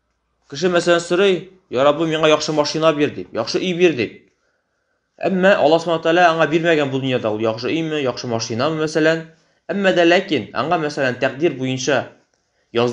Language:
Tatar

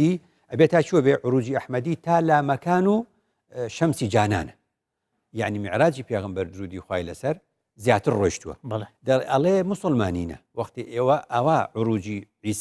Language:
Central Kurdish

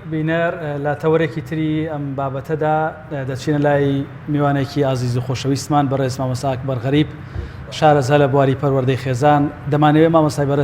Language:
Central Kurdish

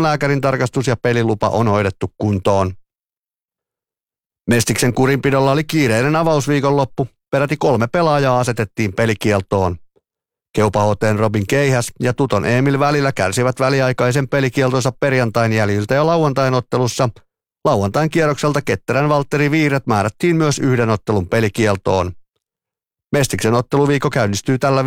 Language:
Finnish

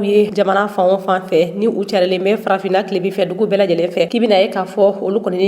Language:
Bambara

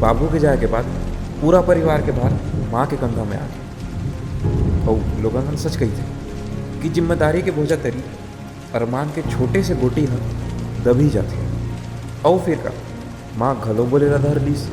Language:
Chhattisgarhi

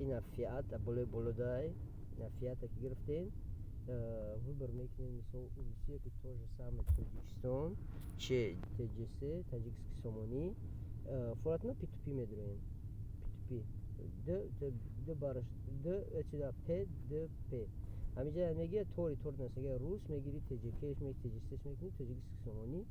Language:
Tajik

